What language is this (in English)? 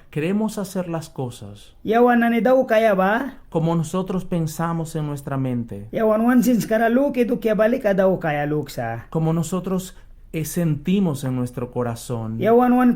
Mískito